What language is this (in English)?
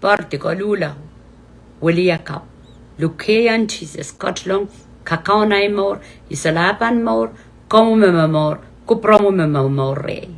Pohnpeian